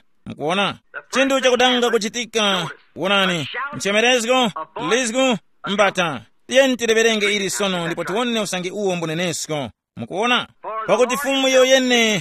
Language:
Tumbuka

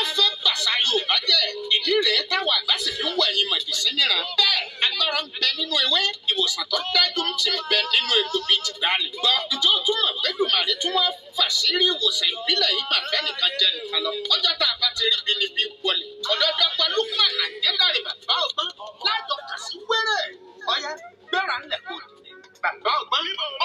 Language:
Yoruba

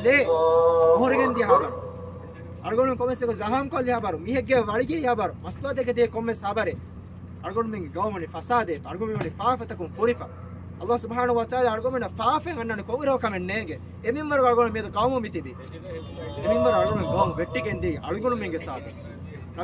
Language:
Divehi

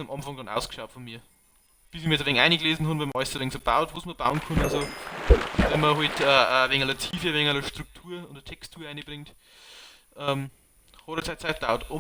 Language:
Bavarian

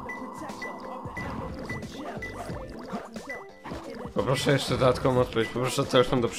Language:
Polish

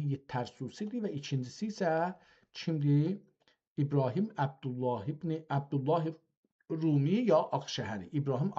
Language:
South Azerbaijani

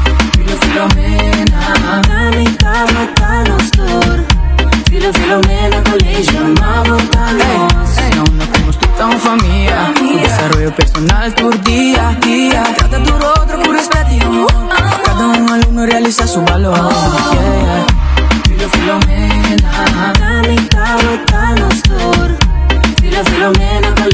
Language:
Papiamento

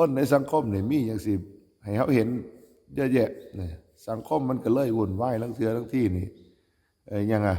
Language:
Northeastern Thai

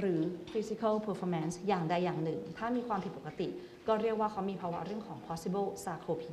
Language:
Thai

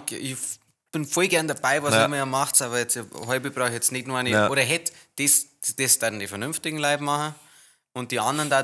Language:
Bavarian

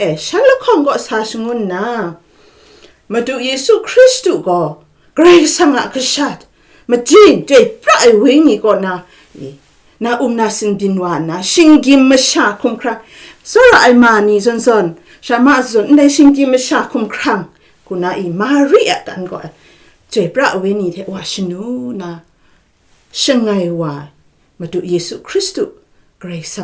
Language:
Kachin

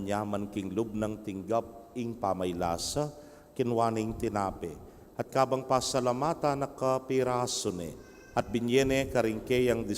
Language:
Pampanga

